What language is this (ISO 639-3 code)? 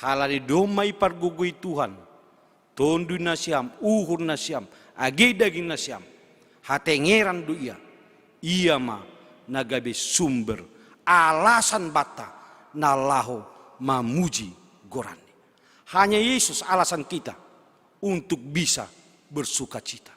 bts